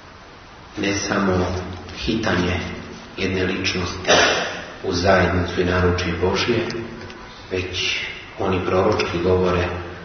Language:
Serbian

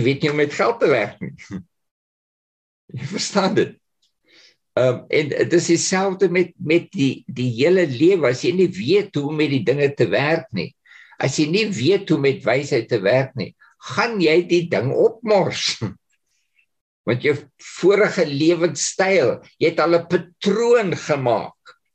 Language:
Afrikaans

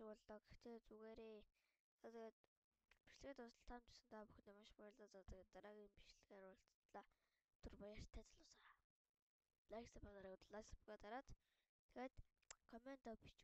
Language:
Mongolian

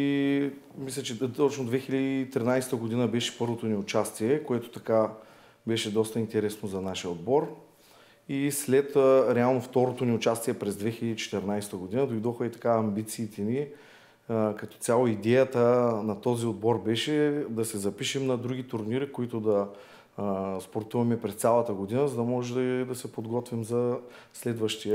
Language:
Bulgarian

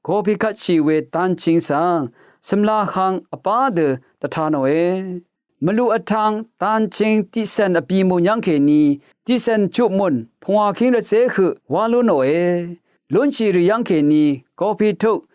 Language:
Rawang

